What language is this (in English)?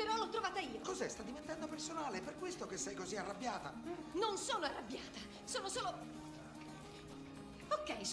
Italian